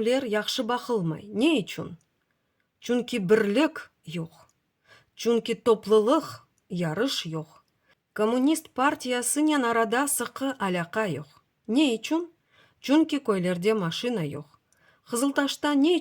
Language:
Crimean Tatar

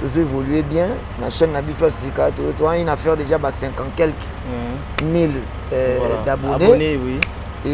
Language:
Lingala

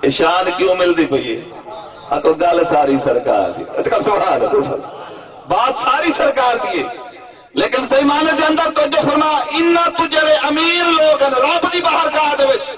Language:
Saraiki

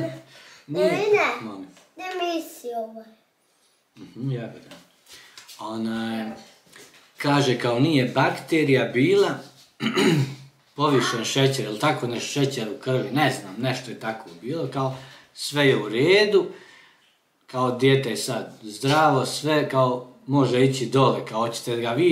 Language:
Croatian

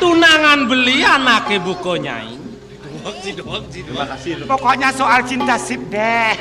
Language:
Balinese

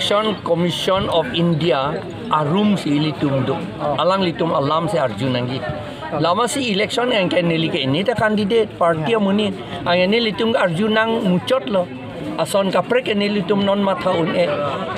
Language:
Karbi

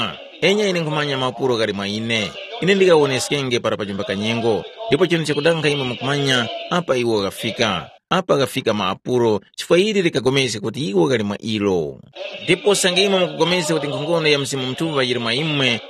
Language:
Tumbuka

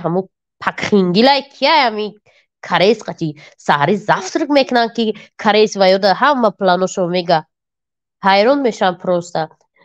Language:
Tajik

